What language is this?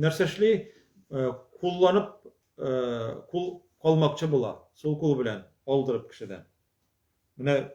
Tatar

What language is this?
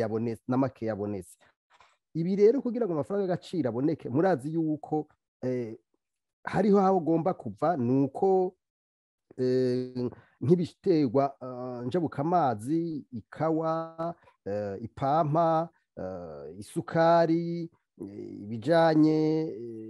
Rundi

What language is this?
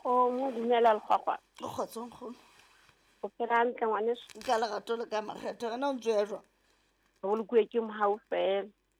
Southern Sotho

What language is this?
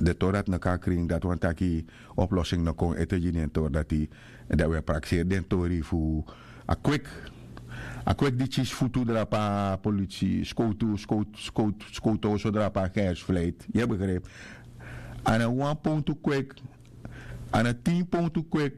Sranan Tongo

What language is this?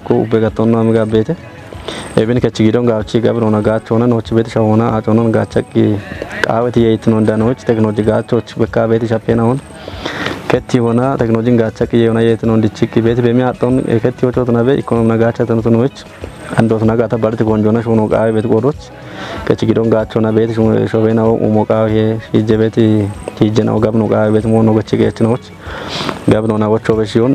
Kafa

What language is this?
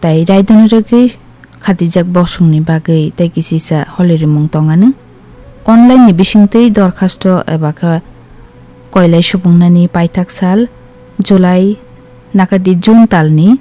Kok Borok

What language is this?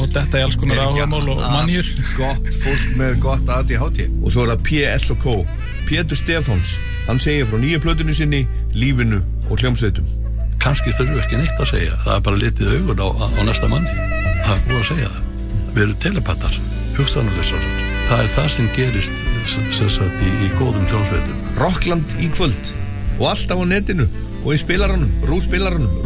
Icelandic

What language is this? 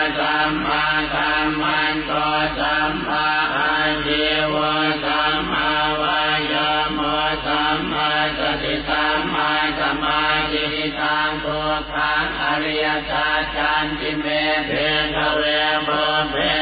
Pali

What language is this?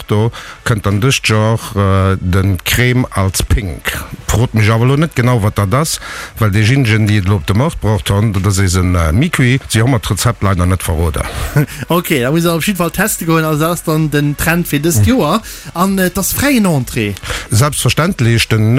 Luxembourgish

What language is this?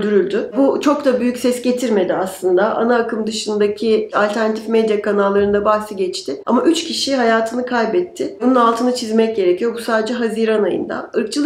Turkish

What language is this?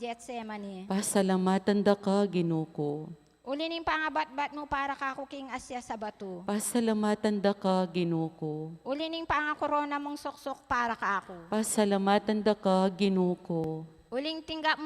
Pampanga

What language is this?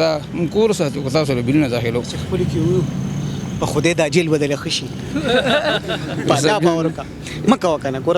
Pashto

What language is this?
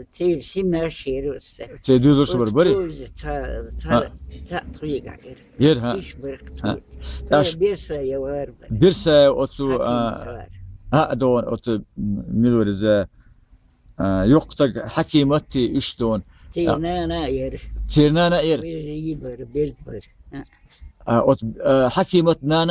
Chechen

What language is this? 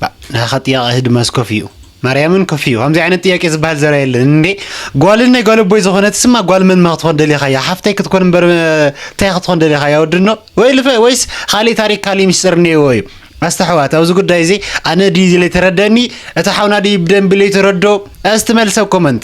Tigrinya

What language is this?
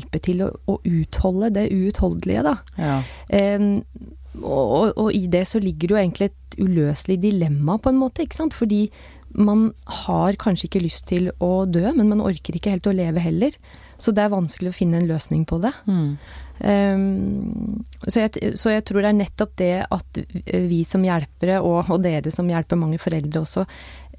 Norwegian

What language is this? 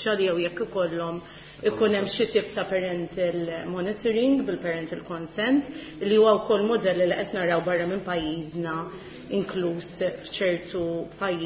Maltese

